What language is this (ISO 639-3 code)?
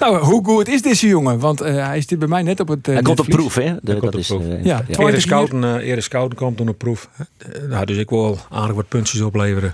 fry